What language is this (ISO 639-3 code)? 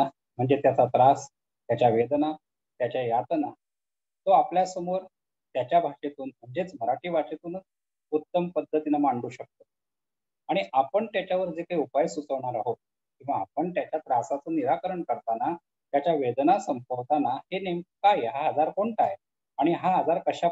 mar